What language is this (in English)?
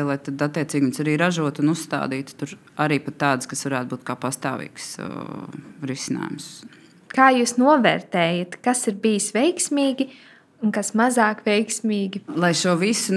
Latvian